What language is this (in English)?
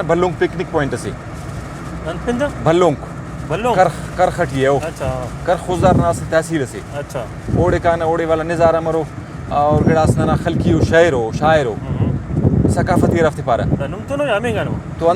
Brahui